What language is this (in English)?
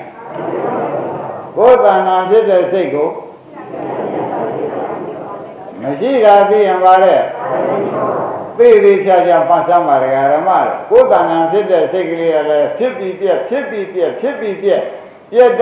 Burmese